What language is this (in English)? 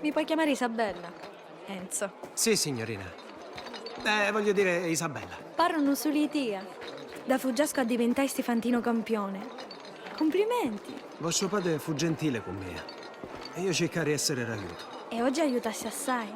Sicilian